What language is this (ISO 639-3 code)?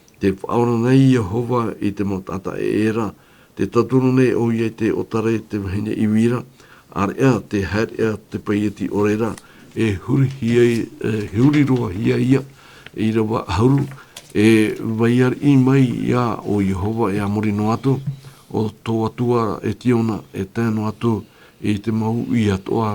tah